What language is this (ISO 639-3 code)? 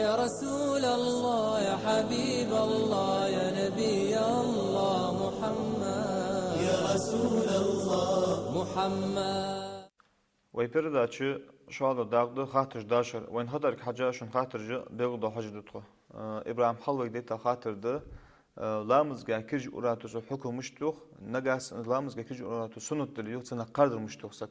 inh